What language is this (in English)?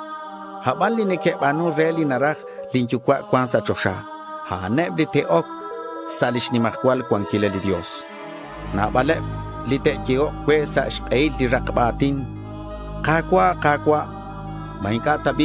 Kekchí